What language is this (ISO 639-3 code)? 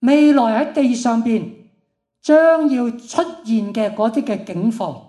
yue